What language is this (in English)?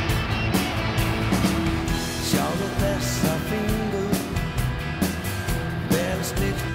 Icelandic